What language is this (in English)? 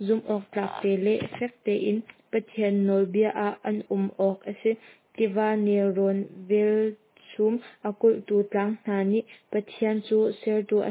Hakha Chin